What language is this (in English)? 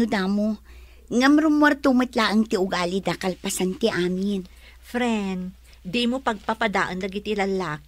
Iloko